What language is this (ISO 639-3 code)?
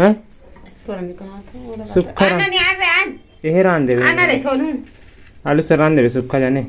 hne